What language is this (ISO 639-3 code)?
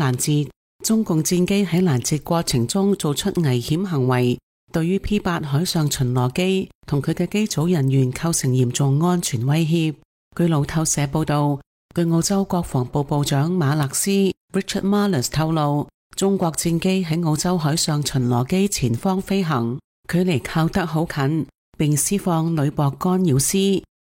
yue